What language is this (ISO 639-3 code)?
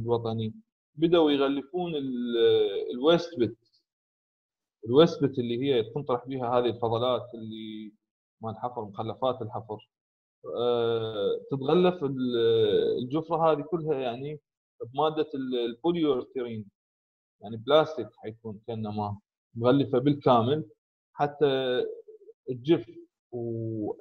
acm